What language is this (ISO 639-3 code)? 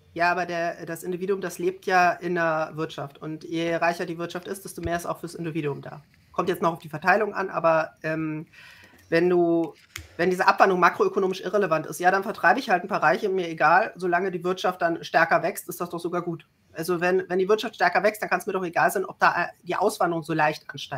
deu